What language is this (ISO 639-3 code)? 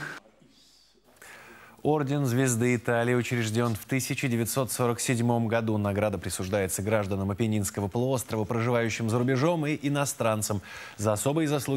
rus